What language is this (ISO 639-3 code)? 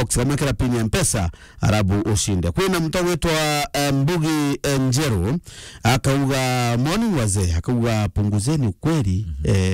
mer